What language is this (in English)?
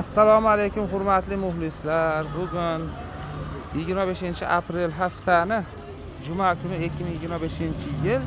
Uzbek